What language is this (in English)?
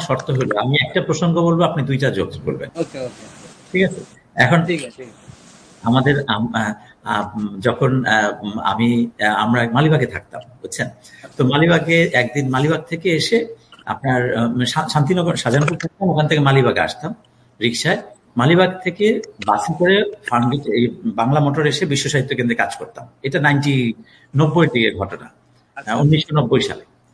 Bangla